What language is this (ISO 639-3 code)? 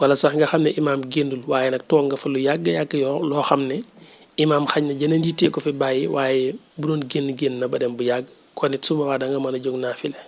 wol